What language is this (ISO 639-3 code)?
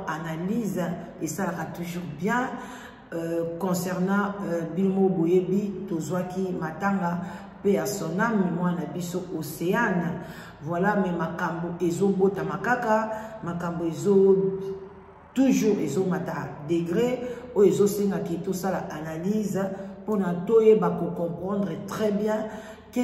lin